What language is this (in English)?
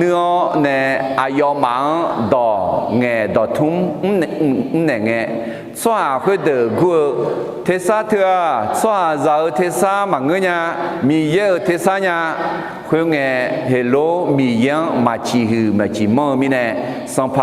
Akha